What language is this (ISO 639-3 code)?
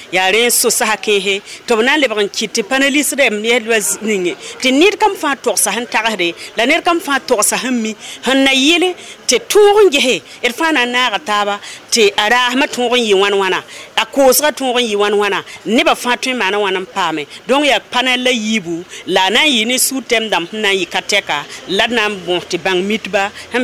mos